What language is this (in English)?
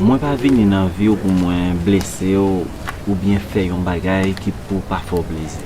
Haitian Creole